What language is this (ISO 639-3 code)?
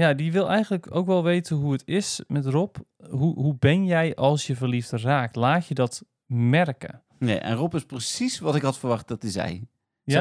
nld